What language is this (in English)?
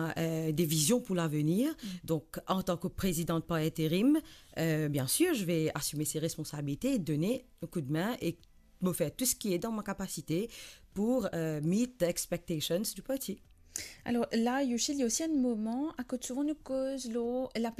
Morisyen